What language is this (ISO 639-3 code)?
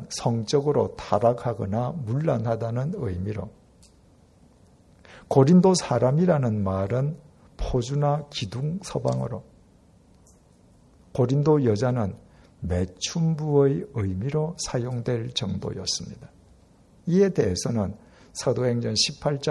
kor